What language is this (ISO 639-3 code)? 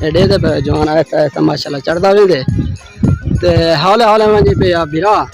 skr